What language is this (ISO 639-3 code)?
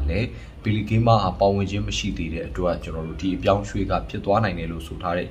mya